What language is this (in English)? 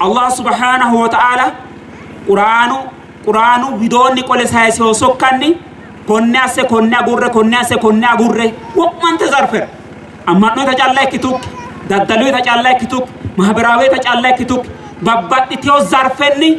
Sidamo